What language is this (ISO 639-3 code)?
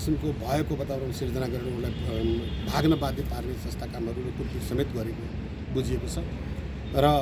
nep